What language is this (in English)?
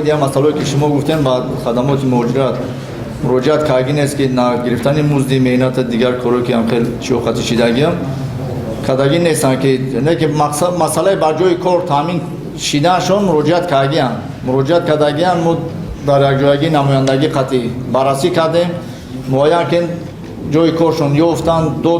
Tajik